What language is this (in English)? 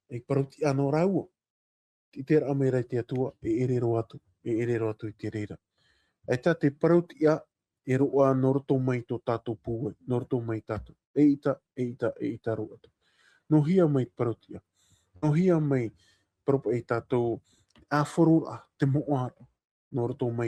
Tahitian